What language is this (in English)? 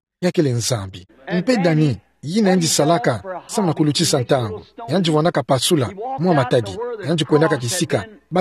Kituba (Democratic Republic of Congo)